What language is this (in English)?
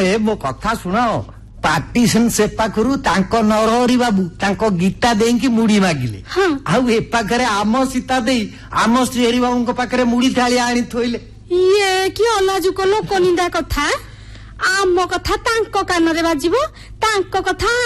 Odia